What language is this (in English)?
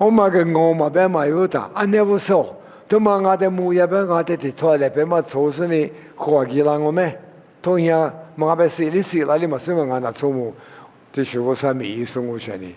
Lisu